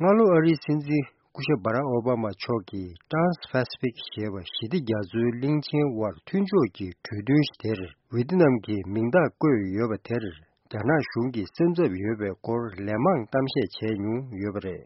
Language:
Tibetan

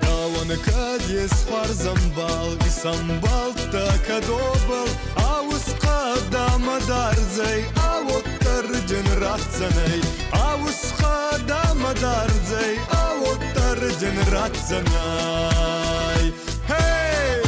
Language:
Ossetic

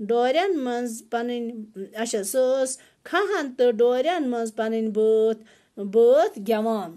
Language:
Kashmiri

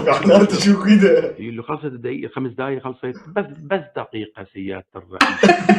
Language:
North Levantine Arabic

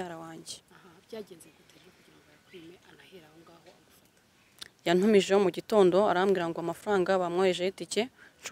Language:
Kinyarwanda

